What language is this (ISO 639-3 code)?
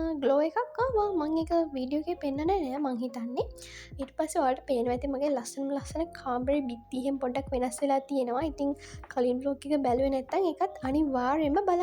sin